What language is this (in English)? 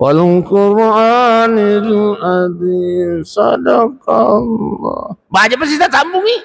Buginese